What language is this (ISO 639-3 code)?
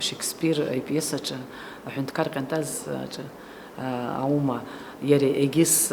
abk